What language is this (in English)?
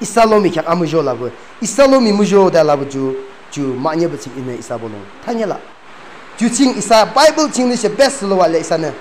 Yimchungru Naga